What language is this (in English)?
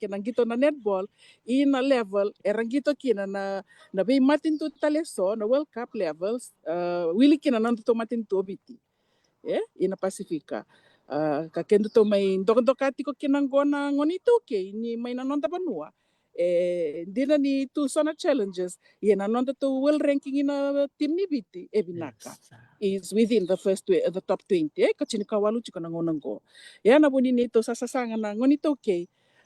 Fijian